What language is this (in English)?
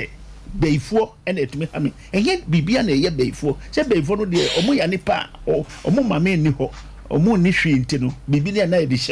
Akan